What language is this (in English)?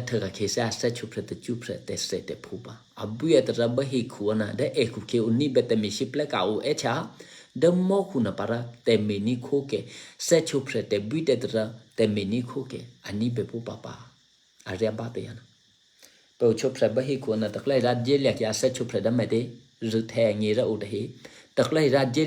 Eastern Kayah